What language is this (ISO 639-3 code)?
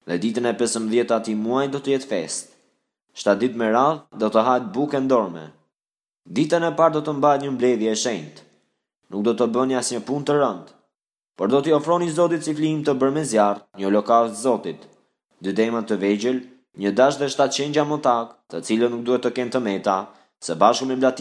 sqi